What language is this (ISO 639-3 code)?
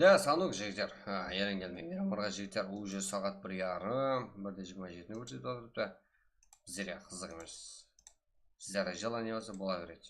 kaa